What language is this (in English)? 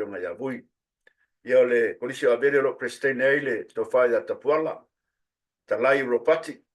Samoan